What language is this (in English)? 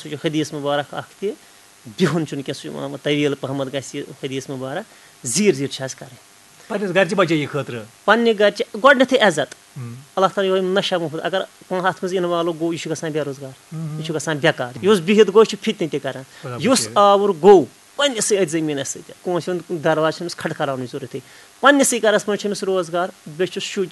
Kashmiri